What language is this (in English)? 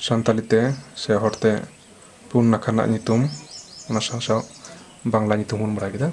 Santali